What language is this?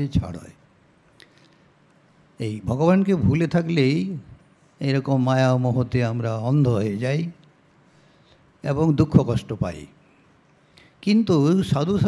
Bangla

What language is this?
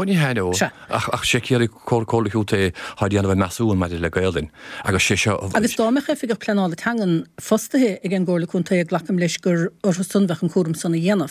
Irish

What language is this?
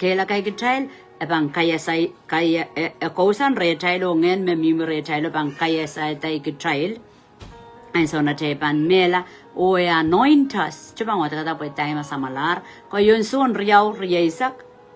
Pohnpeian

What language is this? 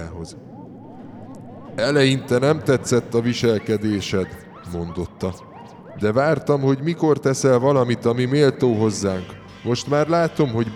Hungarian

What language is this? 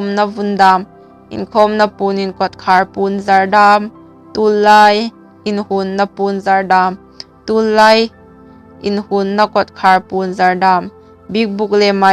Hmar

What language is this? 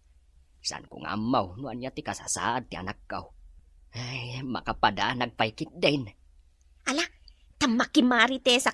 Iloko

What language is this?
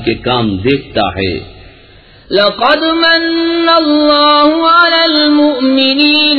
Urdu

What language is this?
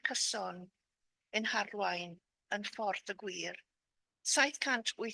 Welsh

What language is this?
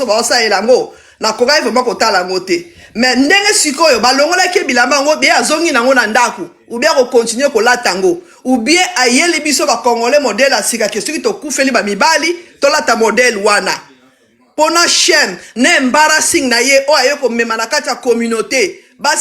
Lingala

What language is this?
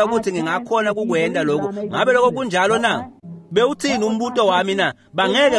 Swati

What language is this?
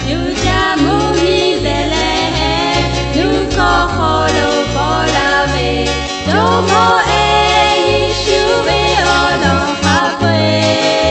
Lahu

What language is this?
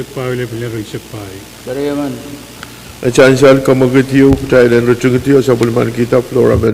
Pohnpeian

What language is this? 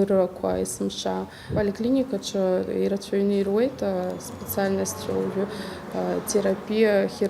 Abkhazian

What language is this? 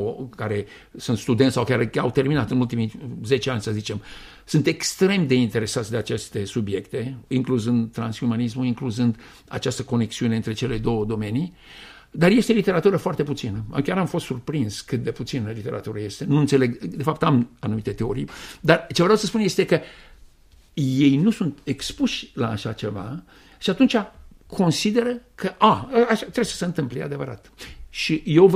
Romanian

